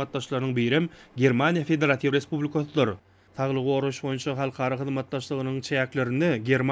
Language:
Turkmen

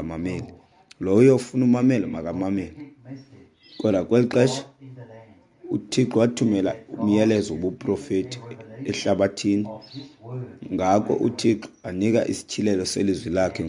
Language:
Xhosa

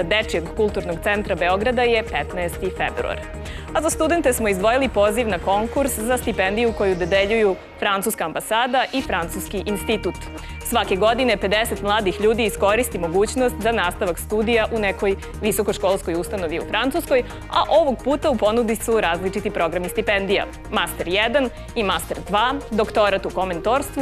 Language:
Serbian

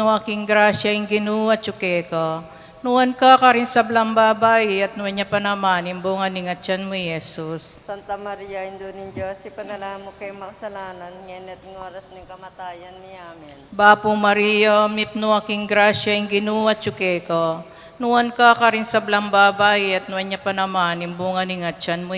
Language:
Pampanga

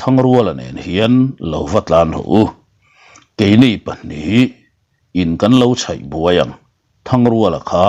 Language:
Mizo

